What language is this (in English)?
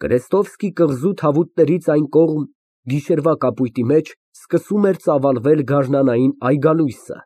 Armenian